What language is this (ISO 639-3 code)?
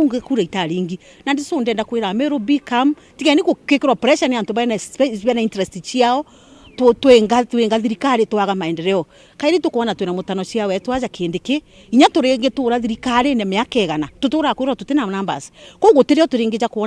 mer